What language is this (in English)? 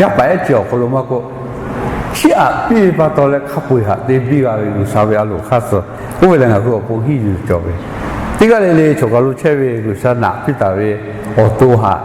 Lahu